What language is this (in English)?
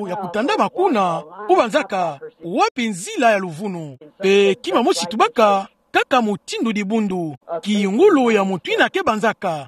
Kituba (Democratic Republic of Congo)